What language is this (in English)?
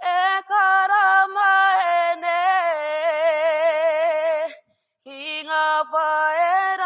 Māori